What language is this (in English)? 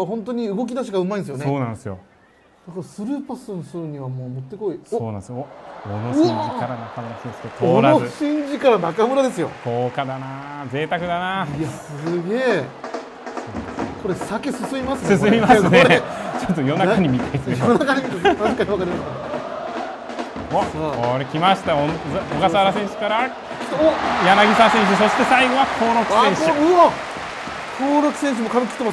Japanese